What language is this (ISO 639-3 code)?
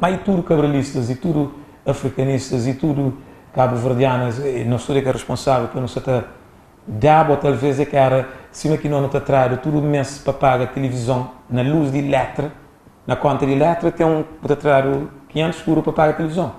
kea